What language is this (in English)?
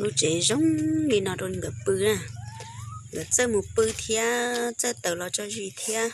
Hmong